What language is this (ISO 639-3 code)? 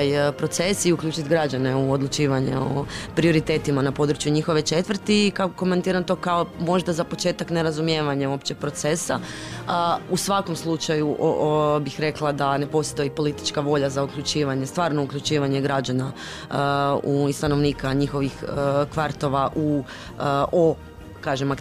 hrv